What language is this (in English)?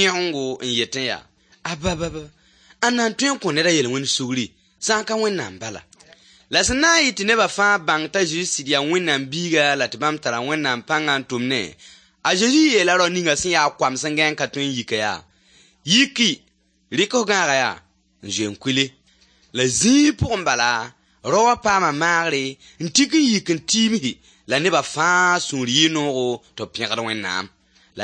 Mossi